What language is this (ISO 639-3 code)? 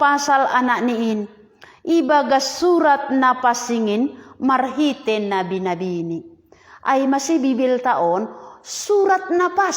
bts